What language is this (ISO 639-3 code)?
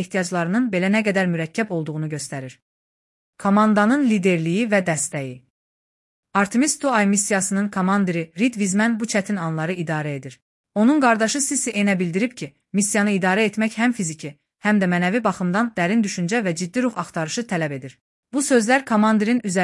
aze